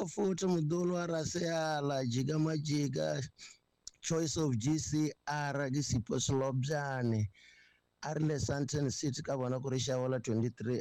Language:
Tsonga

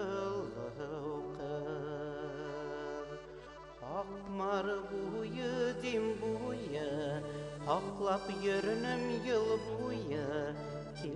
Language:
Bashkir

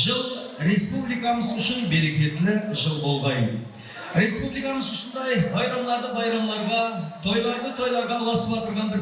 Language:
Kara-Kalpak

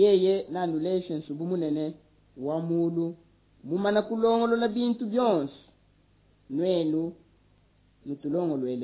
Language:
Luba-Lulua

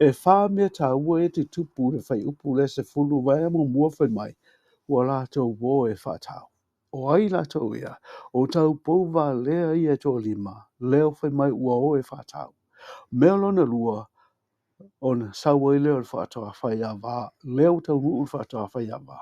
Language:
Samoan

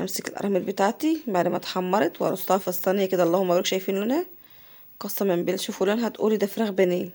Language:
Egyptian Arabic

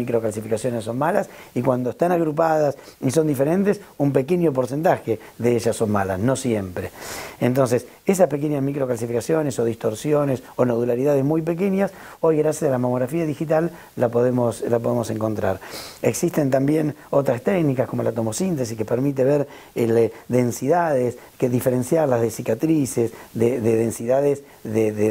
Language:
Spanish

